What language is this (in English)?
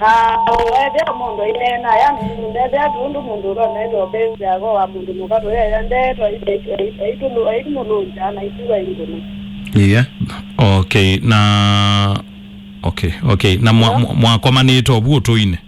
Kamba